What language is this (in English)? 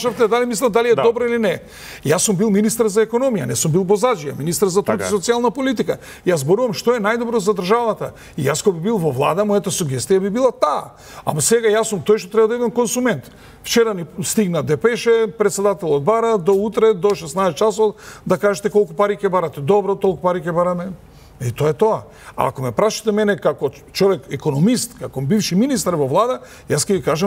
Macedonian